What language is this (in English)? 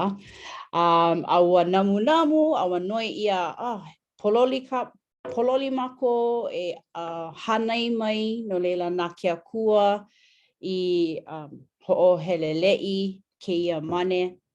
Hawaiian